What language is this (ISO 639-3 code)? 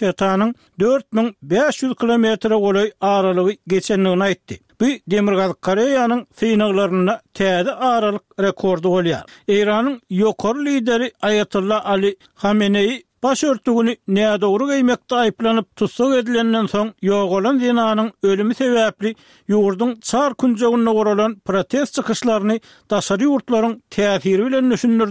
tuk